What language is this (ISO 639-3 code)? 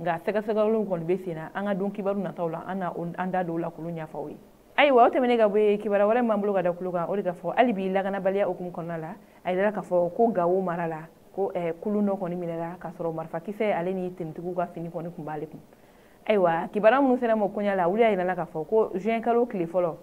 bam